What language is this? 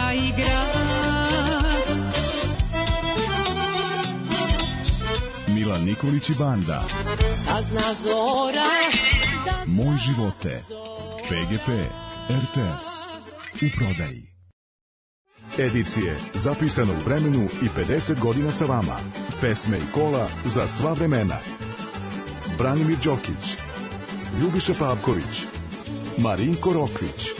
Serbian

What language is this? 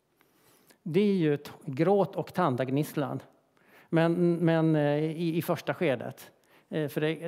Swedish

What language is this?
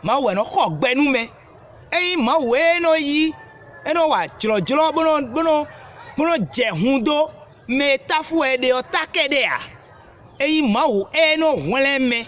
Fon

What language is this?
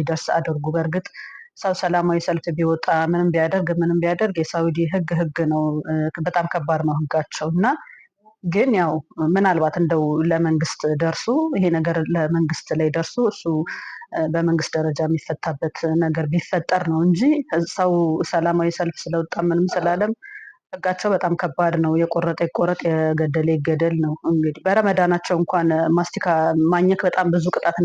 Amharic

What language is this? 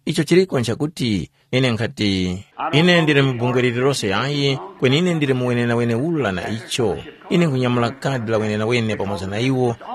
Tumbuka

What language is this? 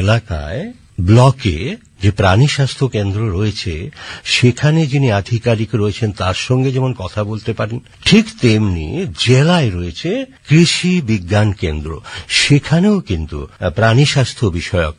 Bangla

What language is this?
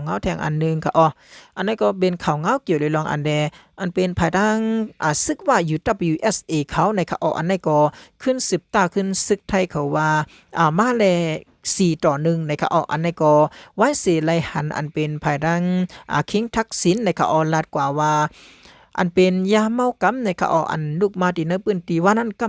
Shan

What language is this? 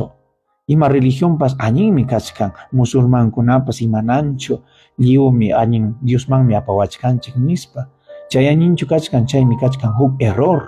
Ayacucho Quechua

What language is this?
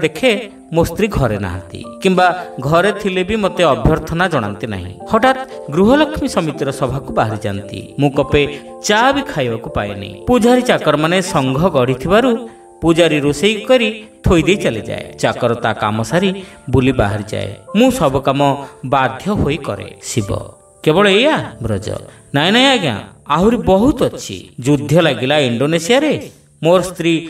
Odia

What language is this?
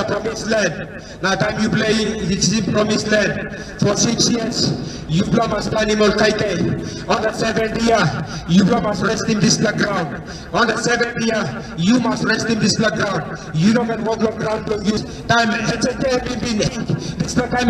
Tok Pisin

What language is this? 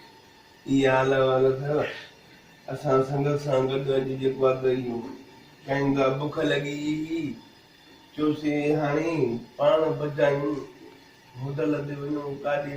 Sindhi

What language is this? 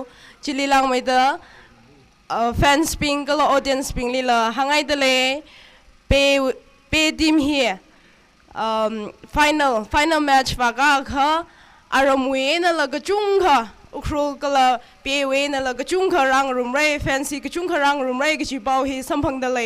Tangkhul Naga (India)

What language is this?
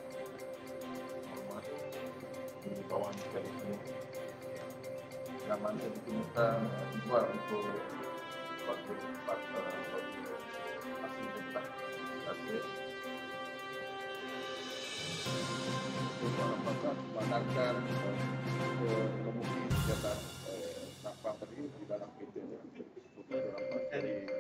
Malay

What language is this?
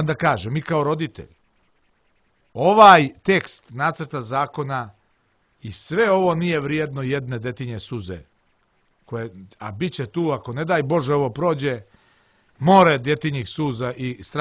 Serbian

